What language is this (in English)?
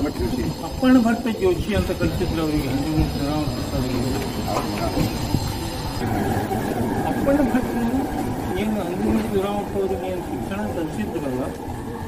Kannada